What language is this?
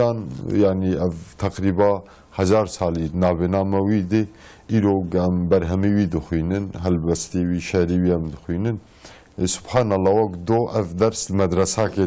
Kurdish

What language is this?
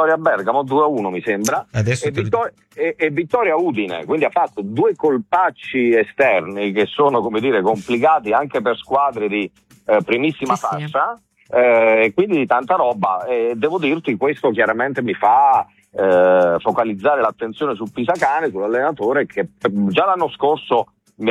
Italian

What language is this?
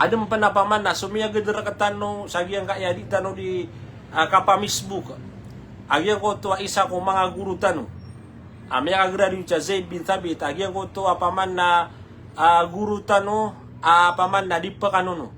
Maranao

